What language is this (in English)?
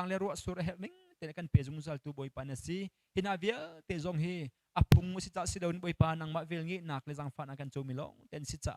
Hakha Chin